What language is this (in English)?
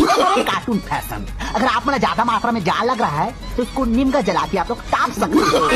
Chhattisgarhi